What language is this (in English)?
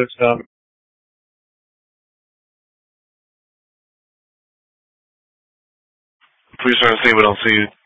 English